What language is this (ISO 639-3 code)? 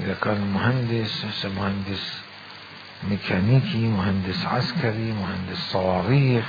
acm